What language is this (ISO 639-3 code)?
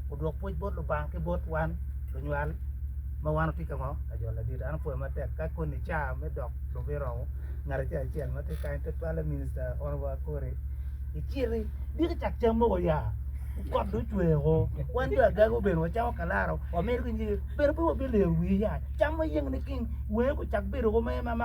ach